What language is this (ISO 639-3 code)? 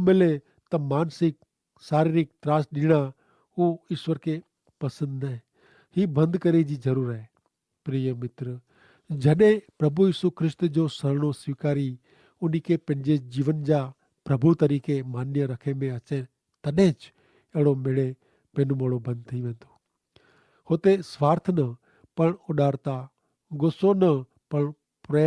kfr